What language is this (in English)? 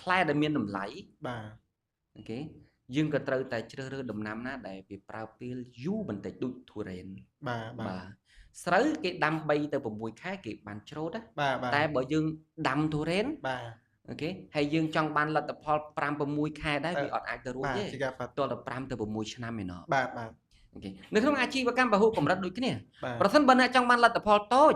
Khmer